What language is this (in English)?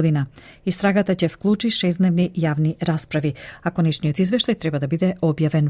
Macedonian